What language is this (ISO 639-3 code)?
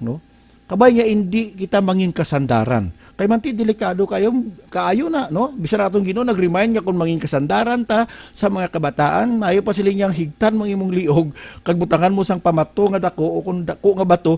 hil